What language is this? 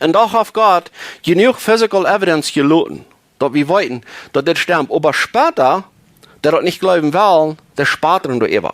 Plautdietsch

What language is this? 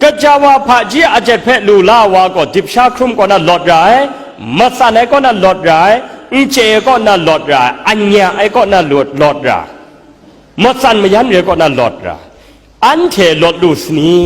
Kachin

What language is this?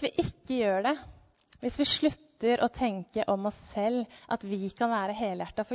Norwegian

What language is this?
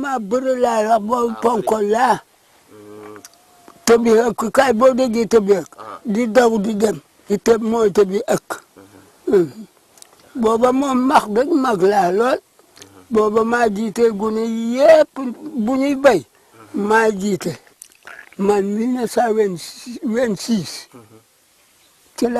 Wolof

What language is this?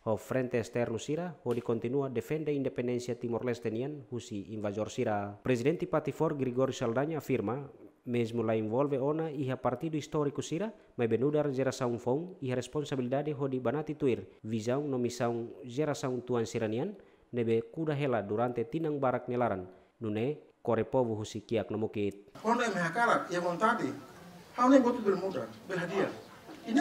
Tetum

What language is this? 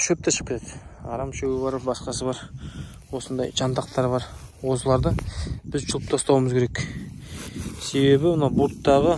Kazakh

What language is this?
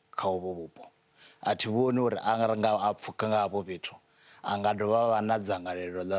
Venda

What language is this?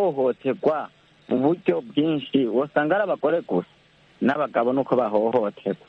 Kinyarwanda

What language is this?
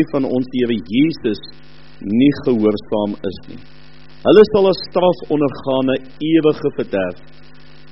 Afrikaans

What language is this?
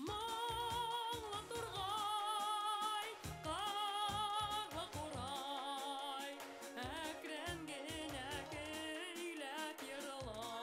Bashkir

